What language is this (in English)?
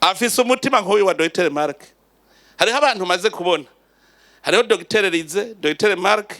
Rundi